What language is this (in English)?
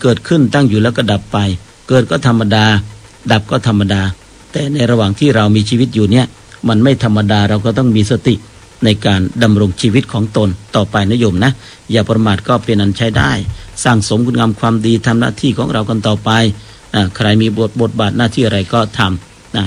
Thai